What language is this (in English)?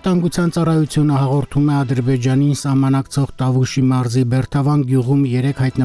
Armenian